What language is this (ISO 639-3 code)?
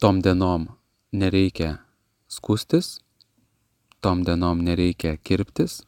lit